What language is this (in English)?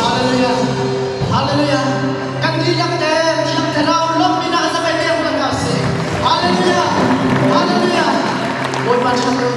Hakha Chin